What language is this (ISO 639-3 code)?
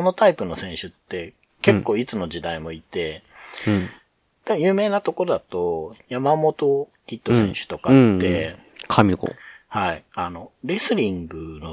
jpn